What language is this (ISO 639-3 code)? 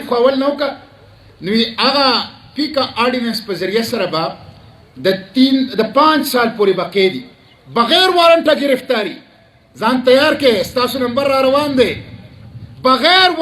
pus